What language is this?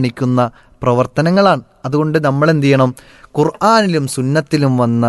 Malayalam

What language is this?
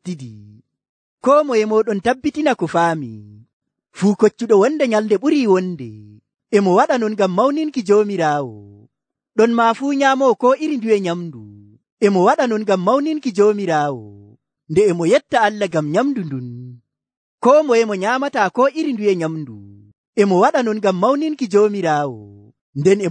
Nigerian Fulfulde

